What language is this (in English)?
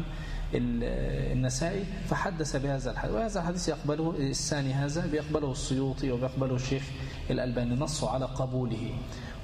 Arabic